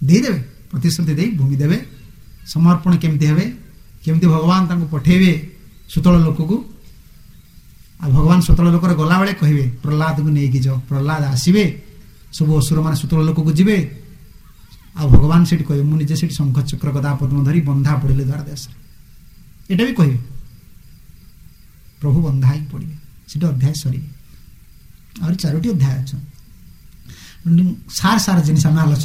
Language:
Odia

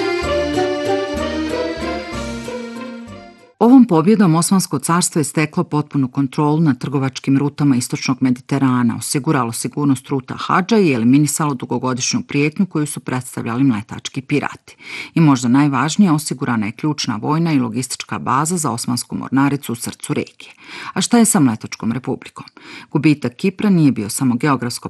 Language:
Bosnian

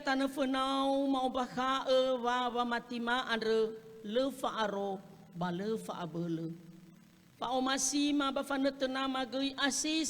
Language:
Nias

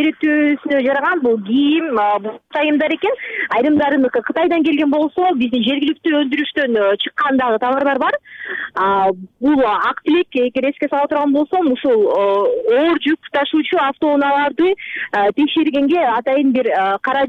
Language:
Kyrgyz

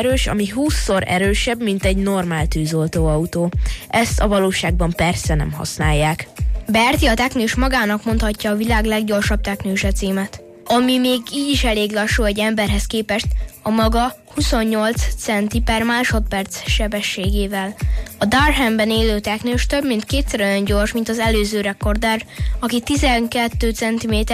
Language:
Hungarian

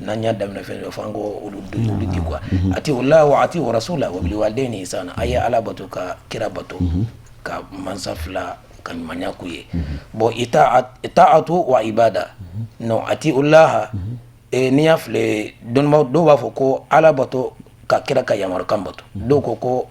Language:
Bambara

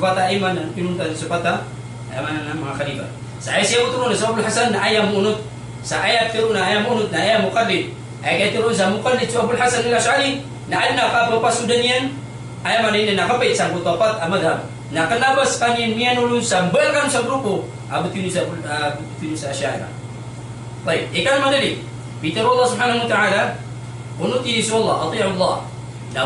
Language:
Maranao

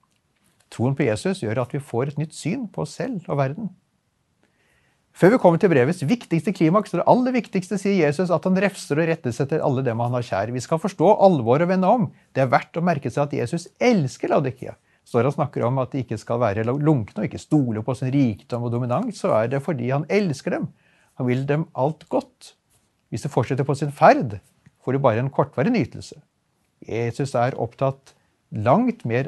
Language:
Norwegian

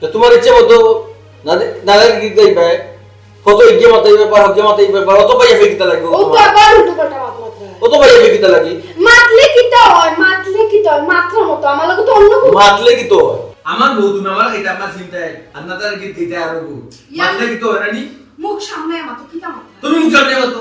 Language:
Sylheti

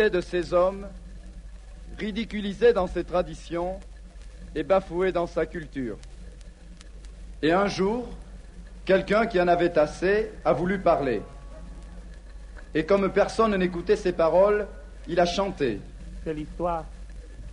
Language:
French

